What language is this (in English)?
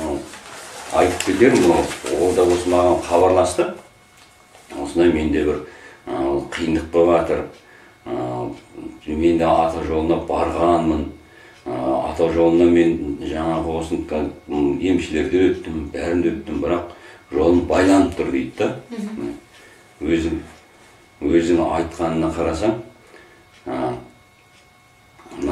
Kazakh